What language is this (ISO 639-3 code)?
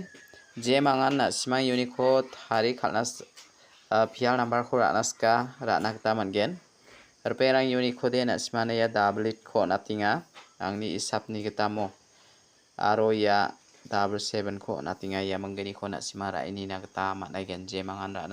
grt